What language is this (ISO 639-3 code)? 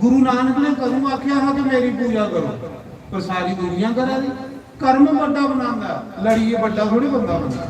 doi